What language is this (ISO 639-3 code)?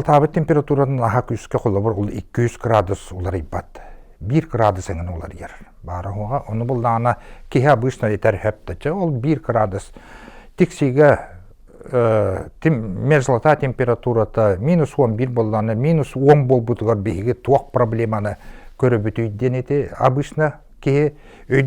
sah